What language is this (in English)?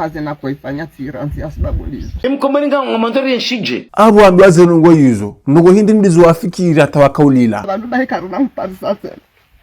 Ngazidja Comorian